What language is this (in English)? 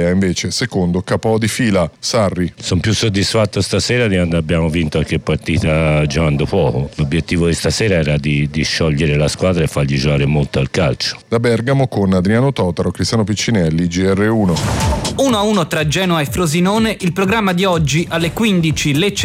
Italian